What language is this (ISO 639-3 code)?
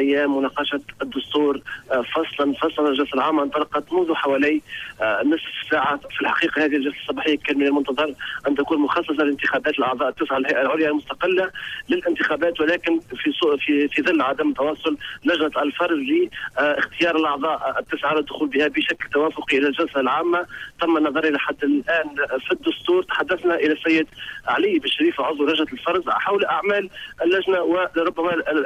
aeb